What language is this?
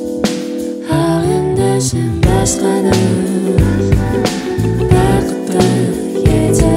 Kazakh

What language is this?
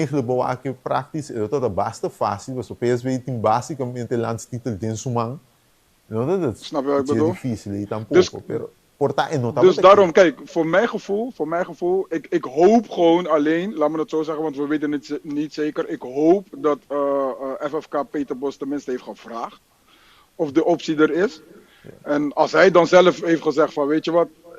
Papiamento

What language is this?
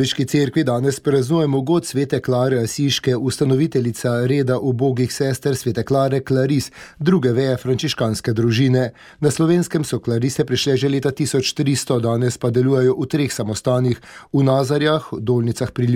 Slovenian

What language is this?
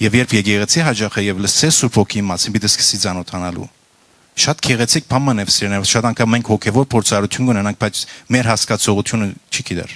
Western Armenian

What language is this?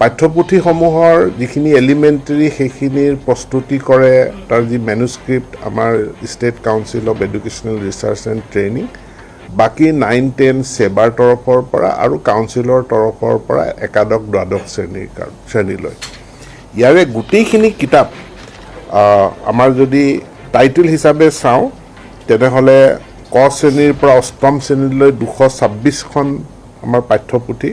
Assamese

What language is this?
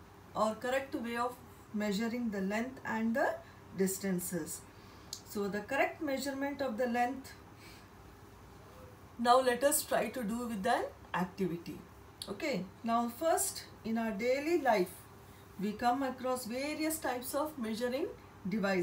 English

